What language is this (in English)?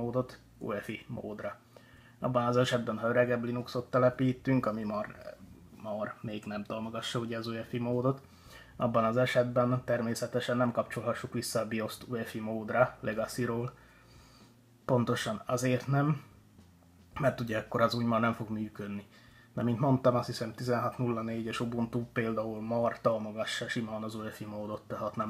Hungarian